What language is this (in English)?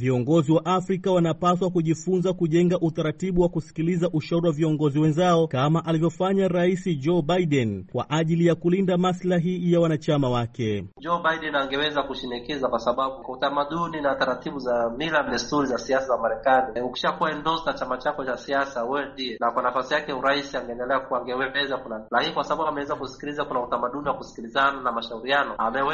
Swahili